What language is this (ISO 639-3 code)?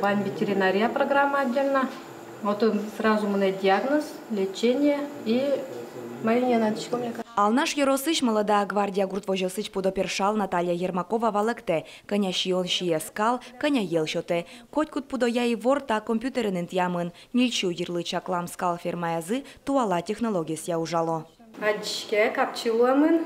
udm